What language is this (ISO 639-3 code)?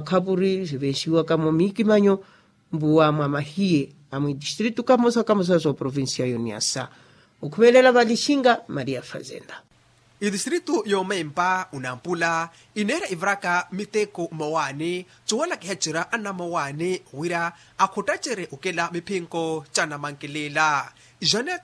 vmw